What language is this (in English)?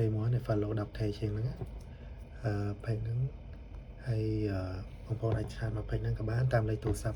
Khmer